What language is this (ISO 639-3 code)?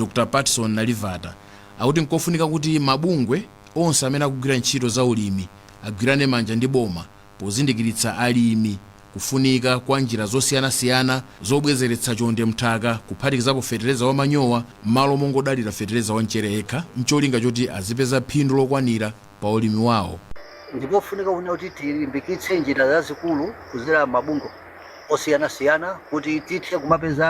nya